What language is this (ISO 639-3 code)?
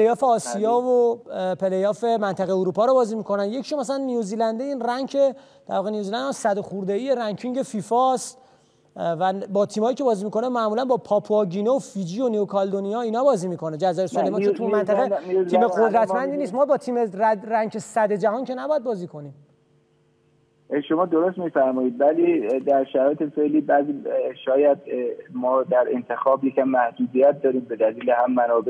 fas